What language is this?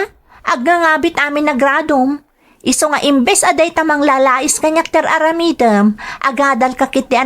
Iloko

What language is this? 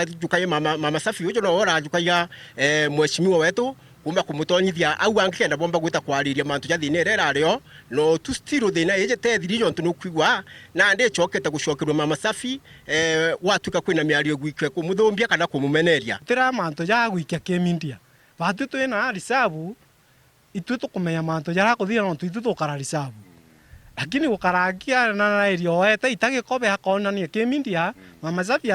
Meru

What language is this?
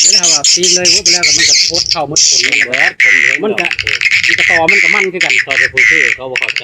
Northeastern Thai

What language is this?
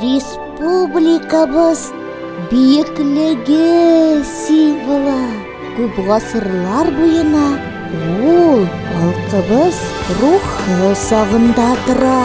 Tatar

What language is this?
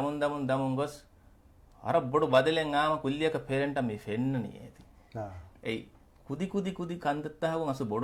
Divehi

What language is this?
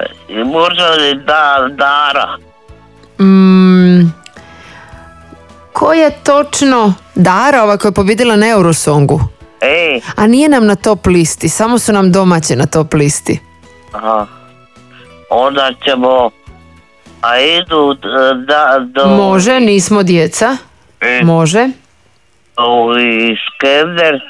Croatian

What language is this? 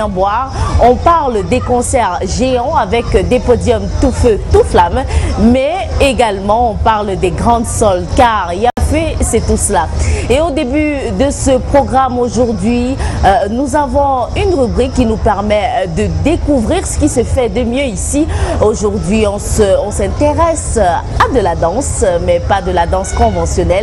French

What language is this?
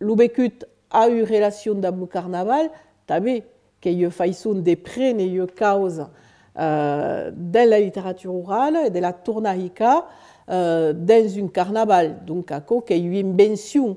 Occitan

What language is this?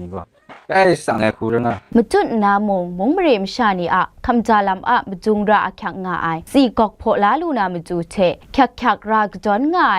Kachin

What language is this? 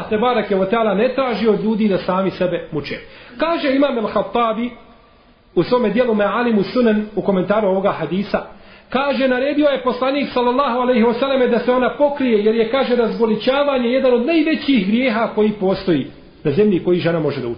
Bosnian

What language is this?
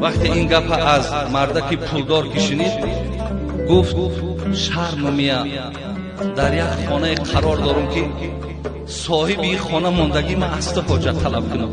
Tajik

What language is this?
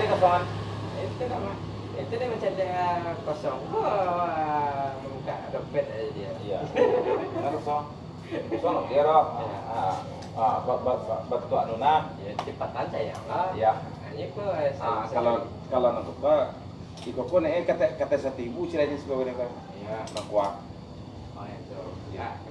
Minangkabau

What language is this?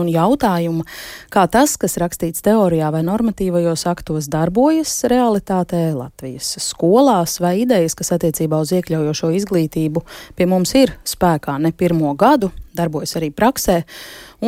Latvian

